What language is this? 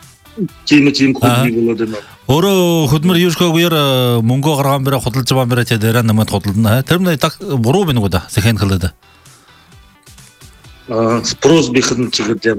Buriat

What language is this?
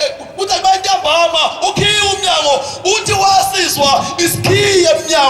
Zulu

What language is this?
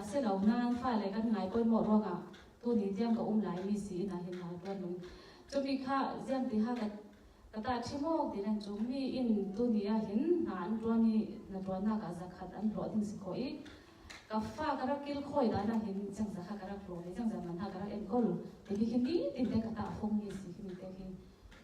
Falam Chin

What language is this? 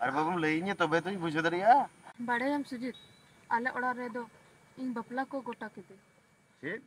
Santali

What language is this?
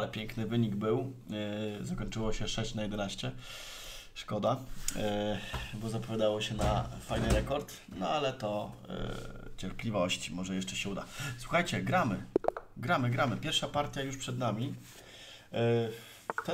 Polish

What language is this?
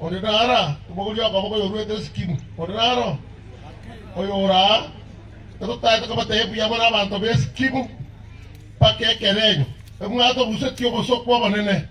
Gusii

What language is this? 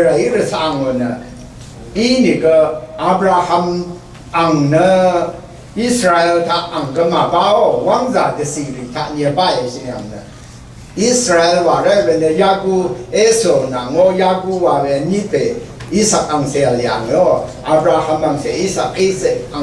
Rawang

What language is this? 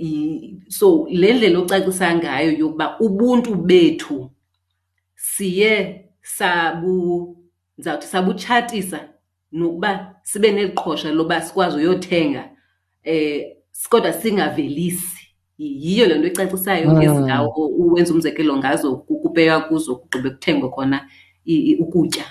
Xhosa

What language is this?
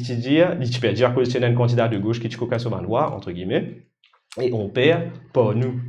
Morisyen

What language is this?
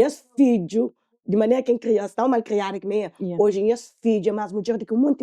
Kabuverdianu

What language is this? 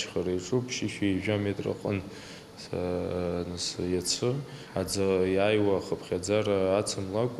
Abkhazian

